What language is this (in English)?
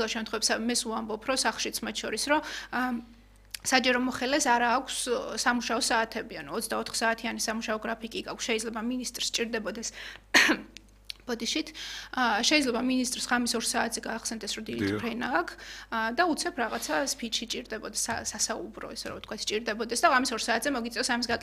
Georgian